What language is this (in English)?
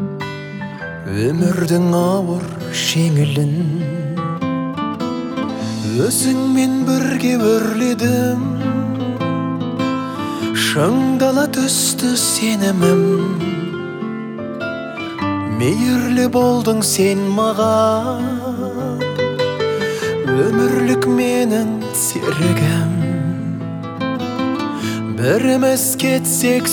Kazakh